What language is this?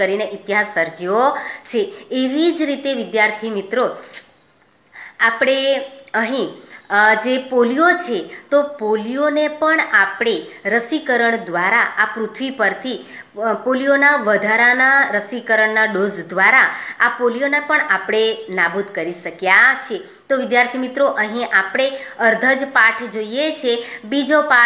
Gujarati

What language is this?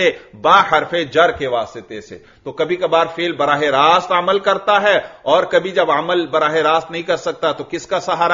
Urdu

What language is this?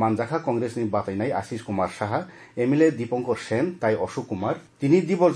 Kok Borok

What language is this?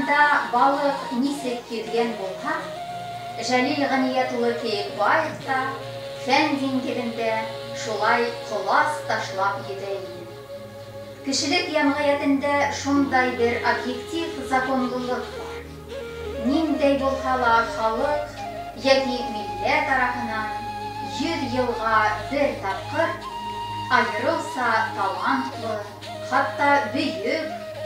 Bashkir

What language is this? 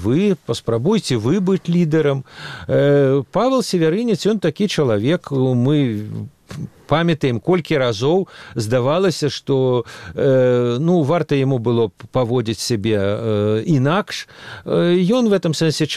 Belarusian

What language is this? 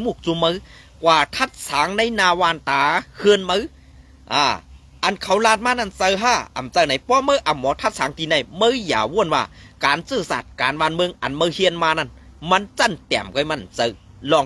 Shan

